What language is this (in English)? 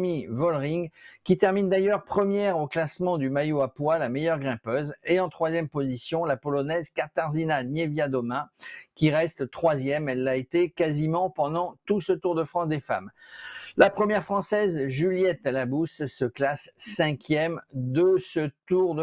French